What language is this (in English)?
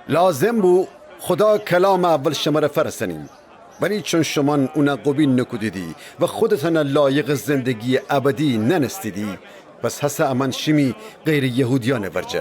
Gilaki